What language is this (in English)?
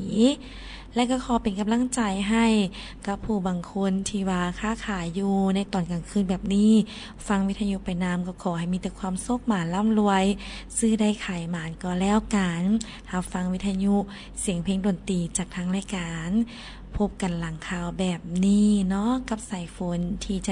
Lao